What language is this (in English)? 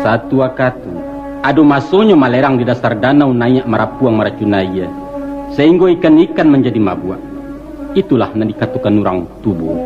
Minangkabau